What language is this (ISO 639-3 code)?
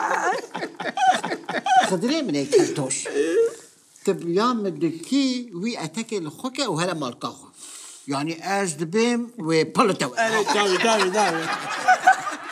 kur